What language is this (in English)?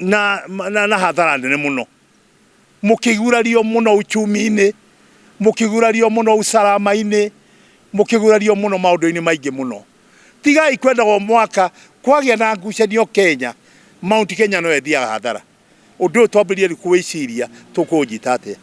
Kikuyu